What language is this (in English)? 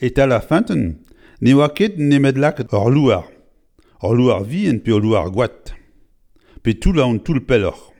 Breton